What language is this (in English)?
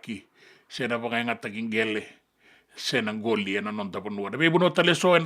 Fijian